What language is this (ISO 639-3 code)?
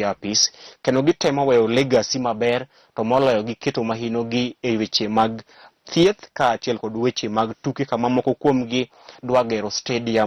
luo